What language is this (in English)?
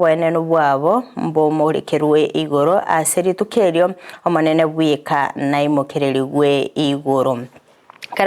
Gusii